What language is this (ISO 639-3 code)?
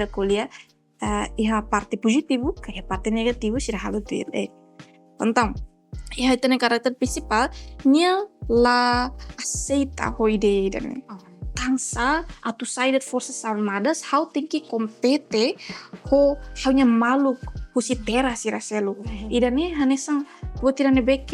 tet